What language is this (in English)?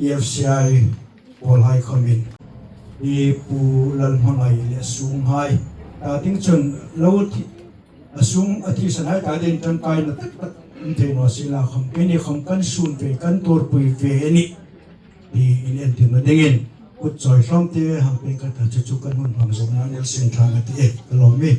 Hmar